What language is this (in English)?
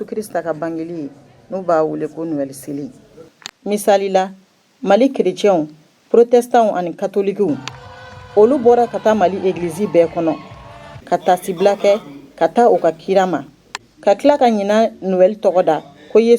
Bambara